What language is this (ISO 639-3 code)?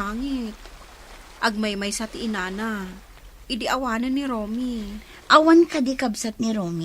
ilo